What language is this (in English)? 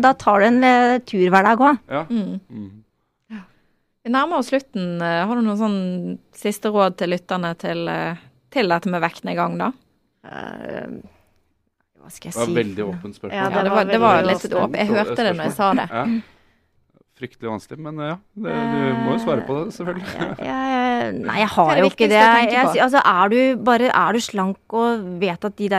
Norwegian